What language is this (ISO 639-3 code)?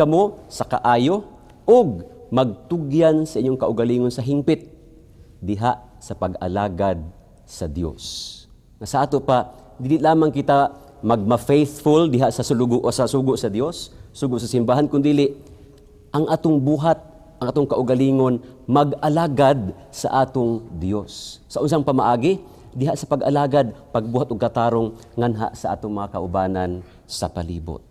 ceb